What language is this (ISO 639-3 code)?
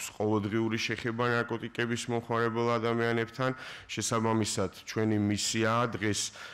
kat